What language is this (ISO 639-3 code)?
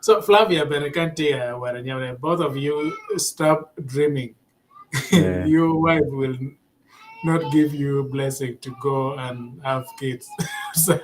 ach